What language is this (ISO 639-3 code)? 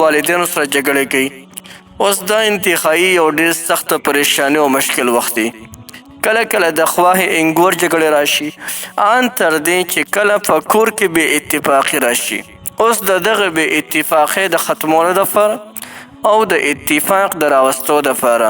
pus